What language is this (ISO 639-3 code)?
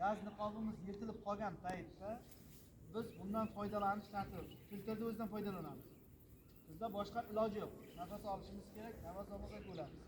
uzb